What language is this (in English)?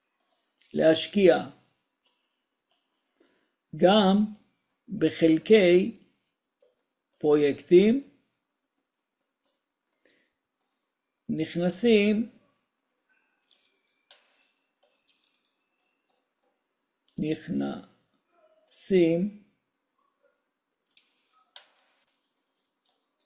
Hebrew